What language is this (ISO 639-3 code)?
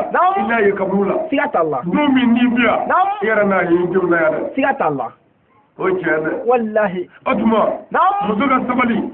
bam